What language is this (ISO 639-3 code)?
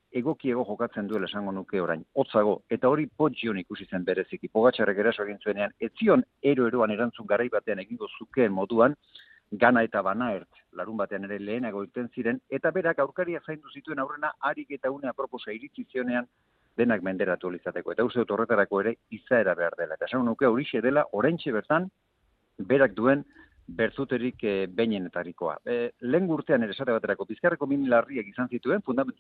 eus